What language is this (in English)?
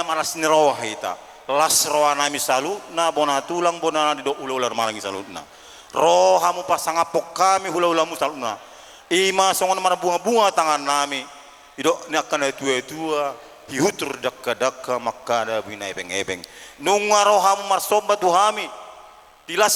Batak Toba